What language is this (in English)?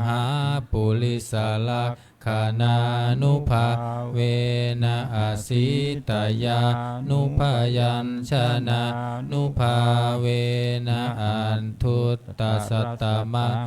Pali